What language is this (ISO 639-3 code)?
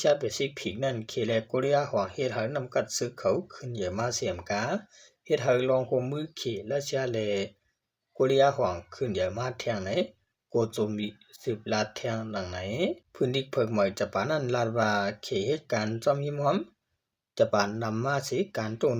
shn